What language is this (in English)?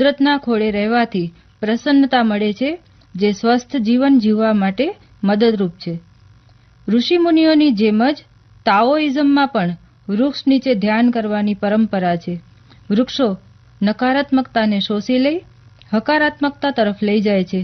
Gujarati